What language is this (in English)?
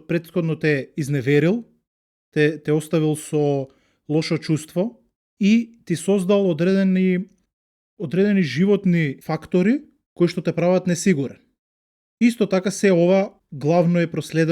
Macedonian